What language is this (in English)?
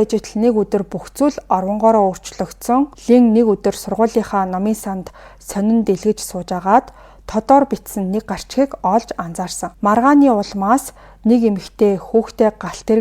Mongolian